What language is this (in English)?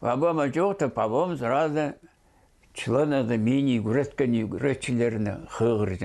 Khakas